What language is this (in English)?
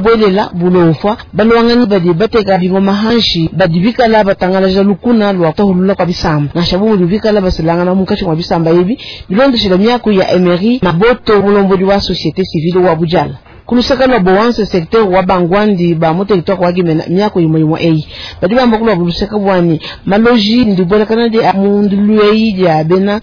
Luba-Lulua